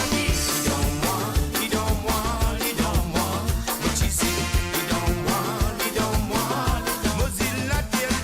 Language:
Morisyen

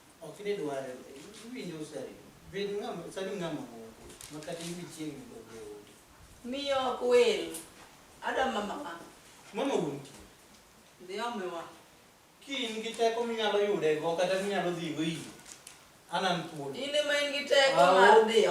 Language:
Luo (Kenya and Tanzania)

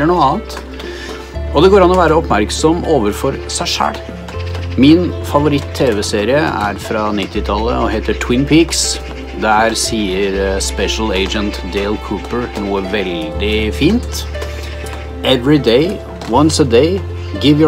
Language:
Norwegian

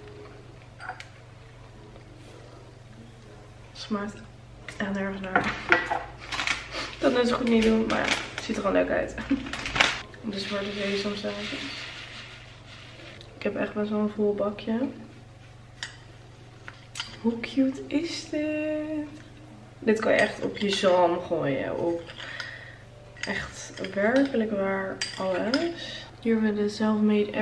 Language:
Dutch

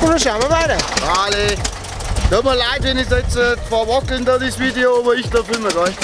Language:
Bavarian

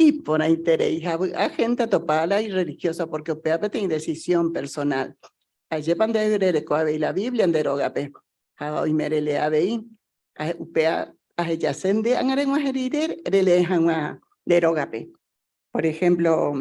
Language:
Guarani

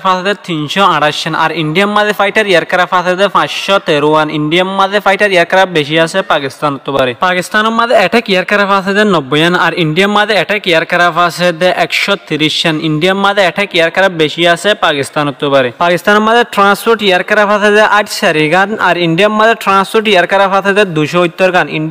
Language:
Rohingya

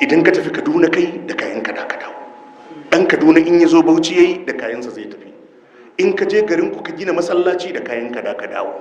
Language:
Hausa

